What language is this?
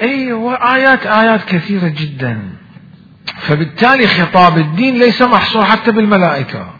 Mesopotamian Arabic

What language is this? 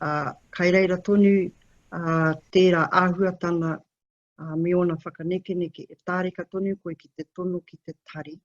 Māori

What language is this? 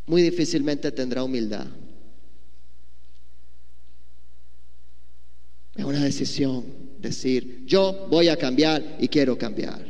Spanish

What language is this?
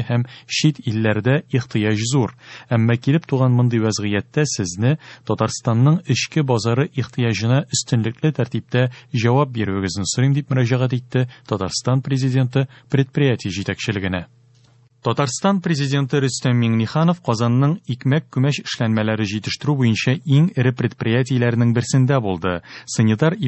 Tatar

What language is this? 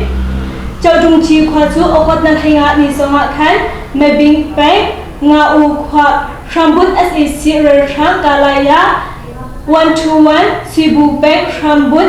Hakha Chin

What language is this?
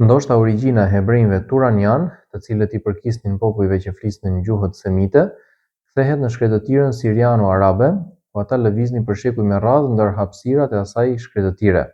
Albanian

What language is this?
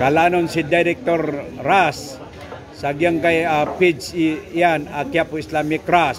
Maranao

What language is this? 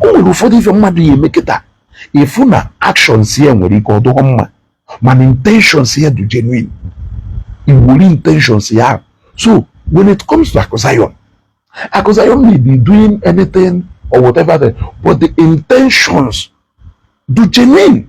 Igbo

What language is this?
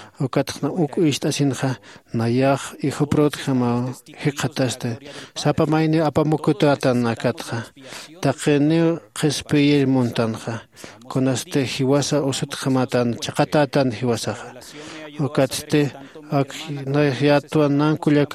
Aymara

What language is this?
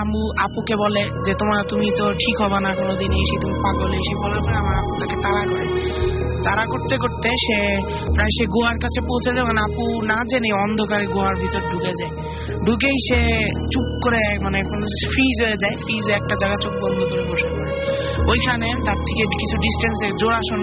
Bangla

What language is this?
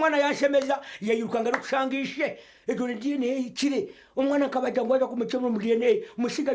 Nyankole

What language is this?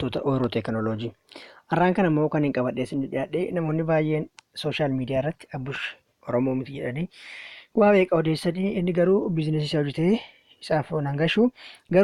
Oromo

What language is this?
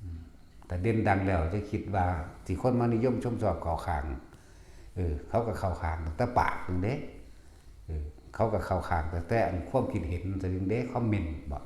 Northeastern Thai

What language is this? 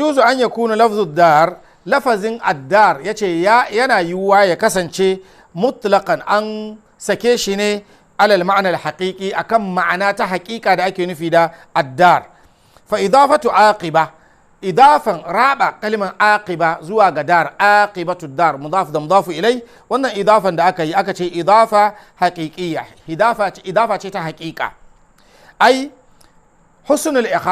Hausa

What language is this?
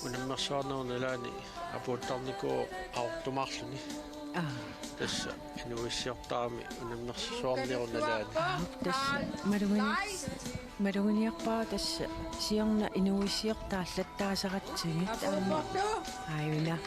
Kalaallisut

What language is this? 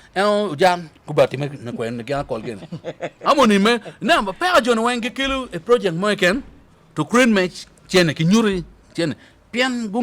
Acoli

